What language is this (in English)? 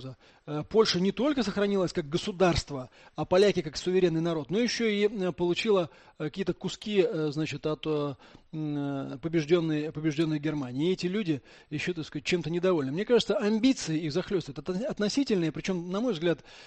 Russian